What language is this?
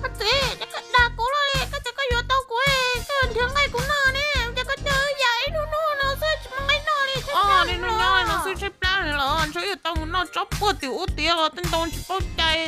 Hmong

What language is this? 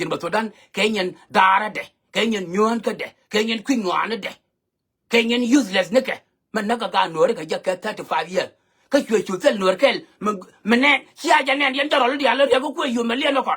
Nuer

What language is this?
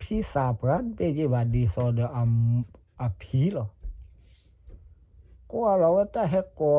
S'gaw Karen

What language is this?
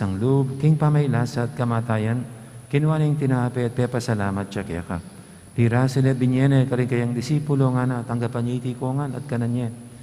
Pampanga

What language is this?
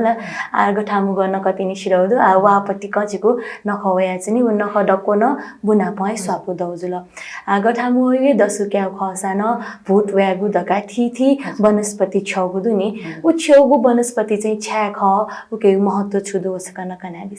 Newari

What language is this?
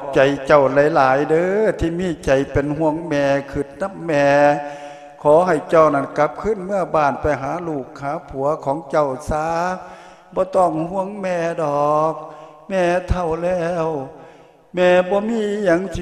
Lao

